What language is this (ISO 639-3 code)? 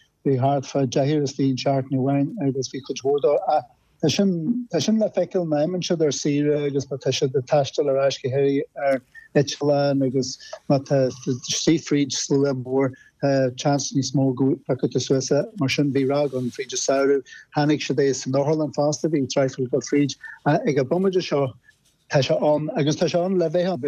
gle